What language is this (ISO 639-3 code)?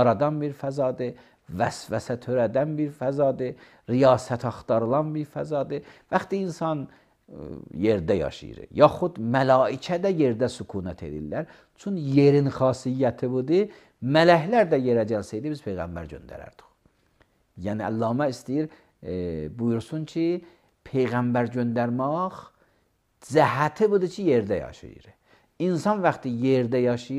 aze